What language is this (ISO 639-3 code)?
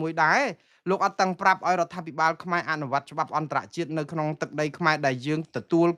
khm